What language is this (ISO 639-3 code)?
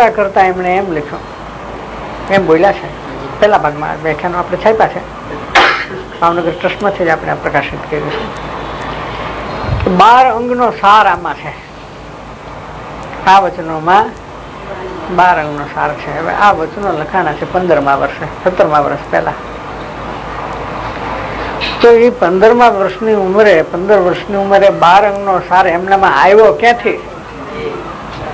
guj